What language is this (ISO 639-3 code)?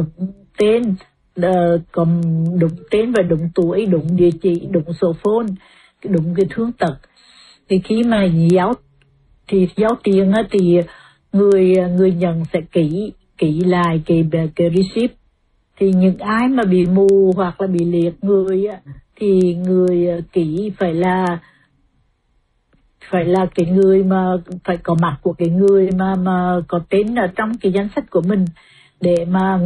vie